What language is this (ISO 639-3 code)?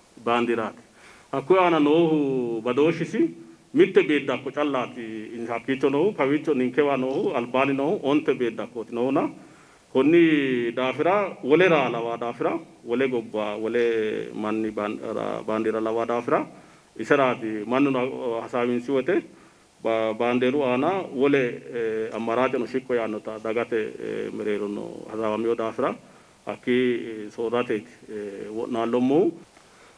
sid